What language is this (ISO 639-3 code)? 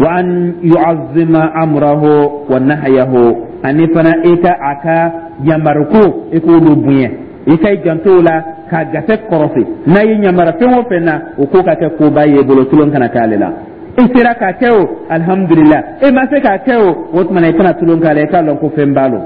dyu